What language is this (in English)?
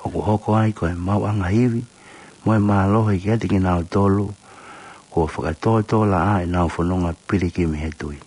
Tongan